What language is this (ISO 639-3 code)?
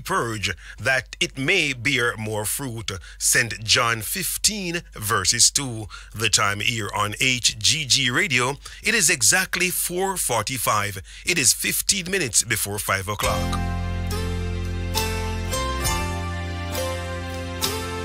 eng